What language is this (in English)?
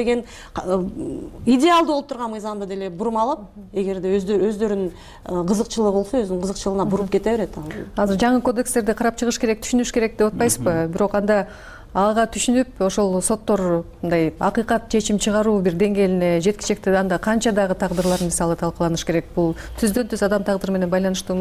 Kyrgyz